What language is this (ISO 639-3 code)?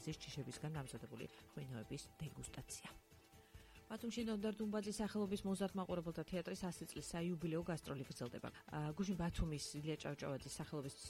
kat